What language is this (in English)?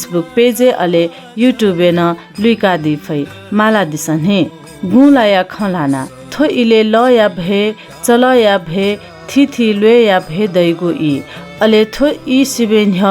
Newari